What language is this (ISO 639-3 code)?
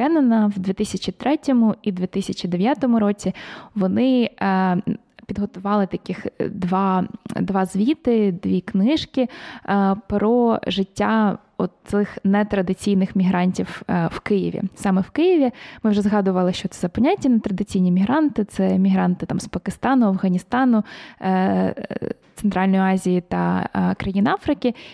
ukr